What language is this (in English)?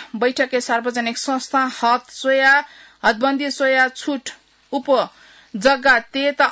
Newari